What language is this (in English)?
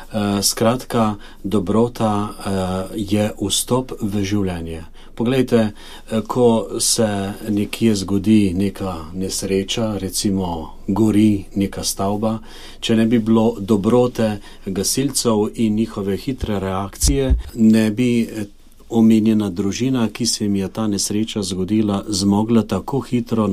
Slovenian